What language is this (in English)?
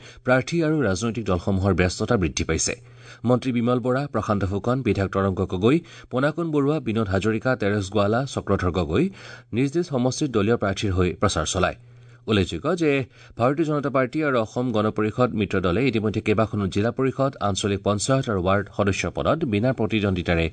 Assamese